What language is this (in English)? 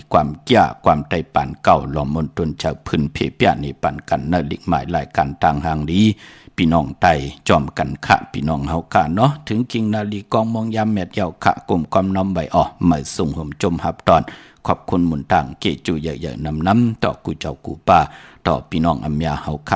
Shan